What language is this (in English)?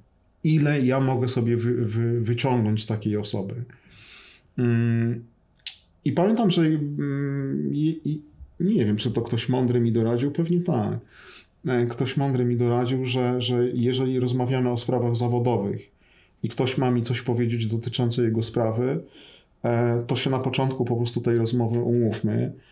Polish